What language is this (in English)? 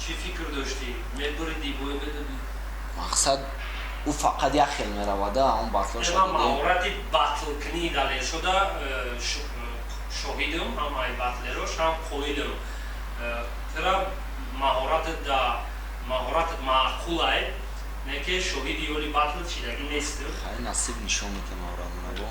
Tajik